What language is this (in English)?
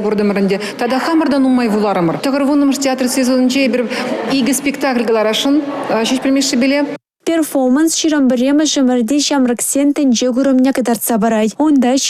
Chuvash